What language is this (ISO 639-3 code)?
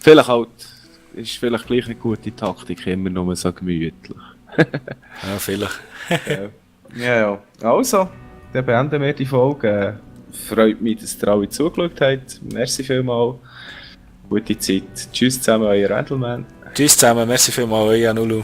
gsw